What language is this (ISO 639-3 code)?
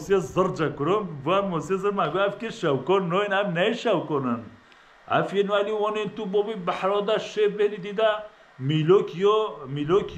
kur